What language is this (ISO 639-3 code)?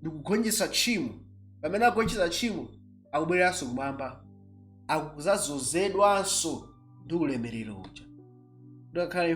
nya